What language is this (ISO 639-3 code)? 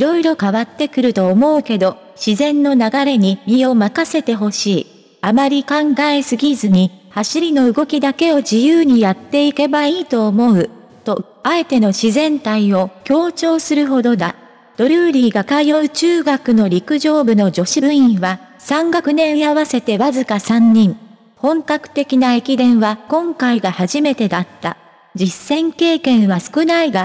jpn